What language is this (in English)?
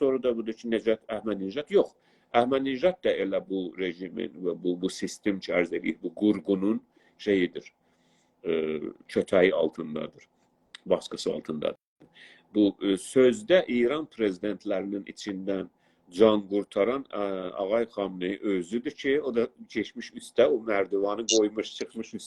South Azerbaijani